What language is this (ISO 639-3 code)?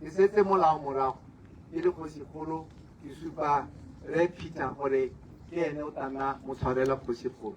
tsn